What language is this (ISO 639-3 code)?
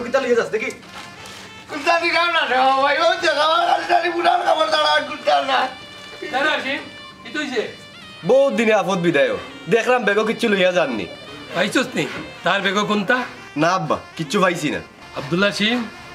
syl